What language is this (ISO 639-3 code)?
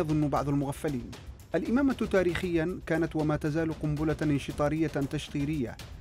ara